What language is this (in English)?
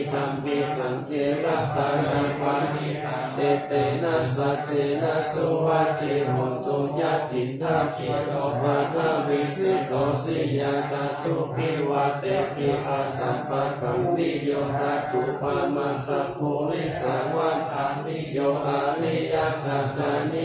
Pali